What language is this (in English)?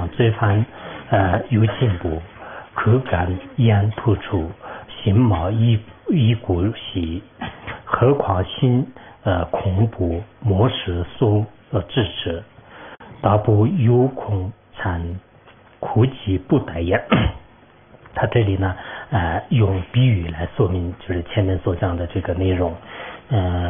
Chinese